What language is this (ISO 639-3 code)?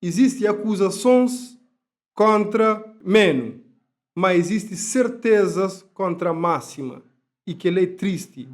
kea